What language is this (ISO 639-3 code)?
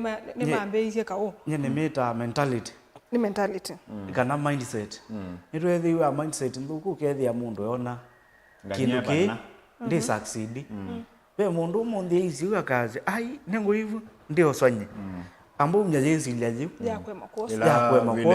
kam